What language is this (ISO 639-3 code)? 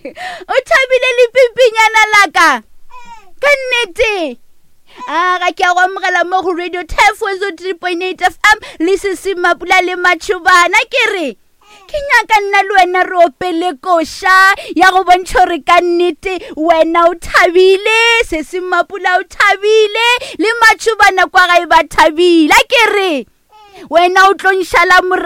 nso